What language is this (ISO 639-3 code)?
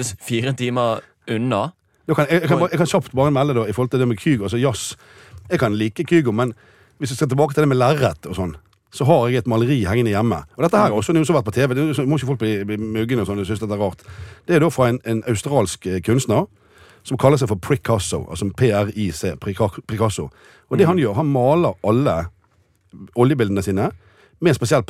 nor